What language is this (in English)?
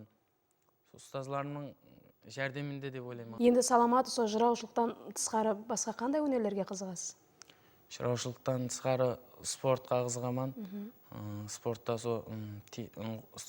Kara-Kalpak